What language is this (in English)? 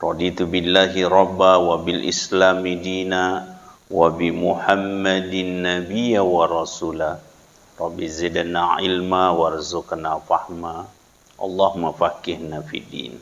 Buginese